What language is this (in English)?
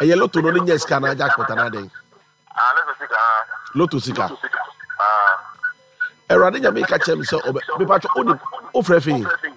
Akan